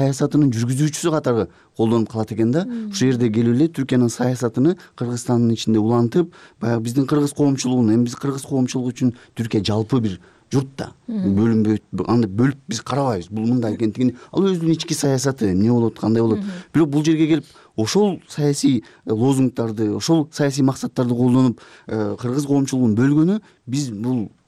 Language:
Kyrgyz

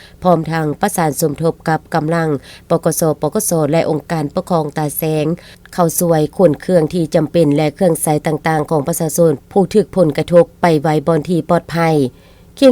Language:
Lao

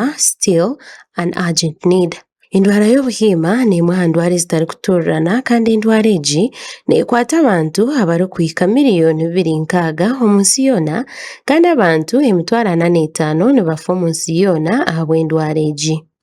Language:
Nyankole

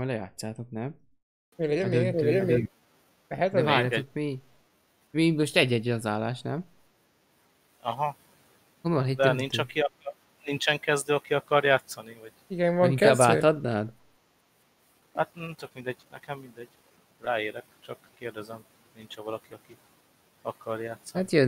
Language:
Hungarian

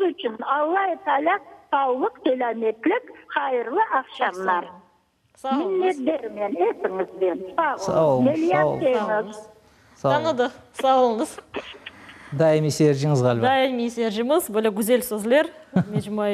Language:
Crimean Tatar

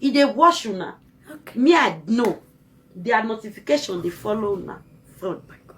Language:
Nigerian Pidgin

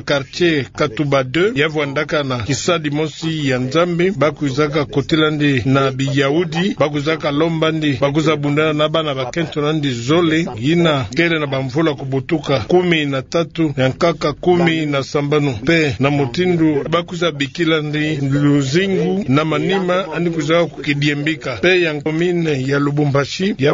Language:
Kituba (Democratic Republic of Congo)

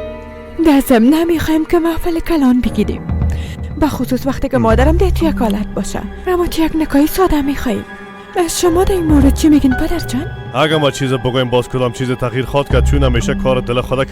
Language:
Persian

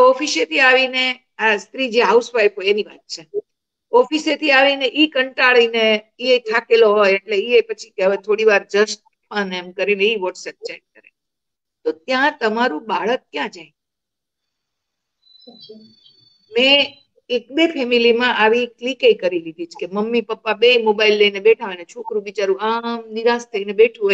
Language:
Gujarati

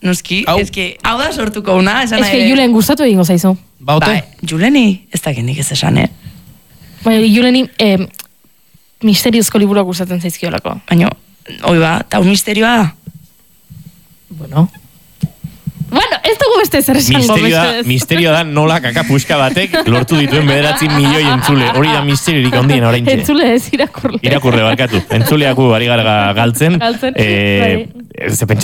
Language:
Basque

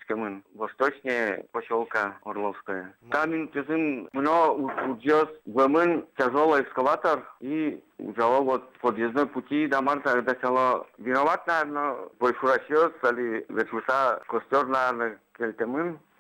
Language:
Udmurt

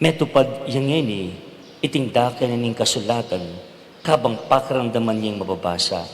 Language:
Pampanga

